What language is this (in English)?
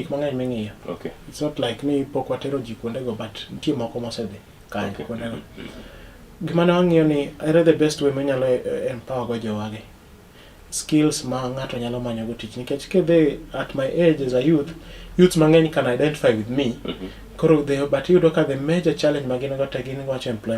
Luo (Kenya and Tanzania)